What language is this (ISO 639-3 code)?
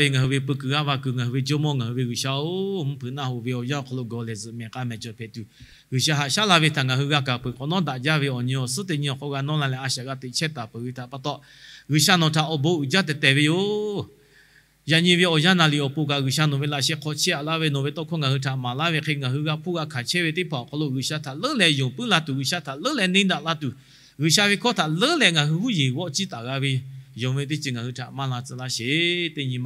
lhu